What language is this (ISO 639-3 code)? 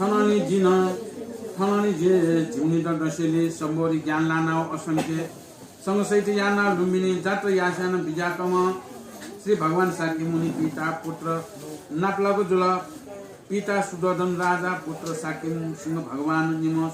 new